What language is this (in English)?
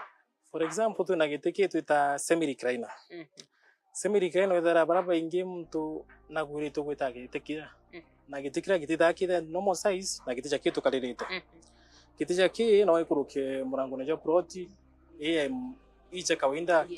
Meru